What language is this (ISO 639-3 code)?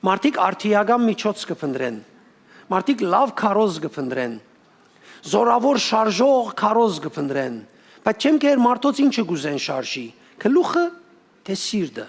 hyw